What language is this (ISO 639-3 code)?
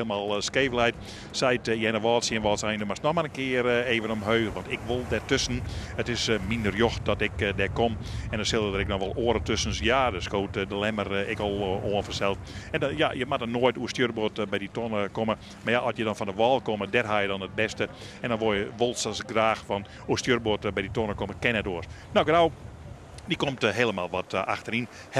fry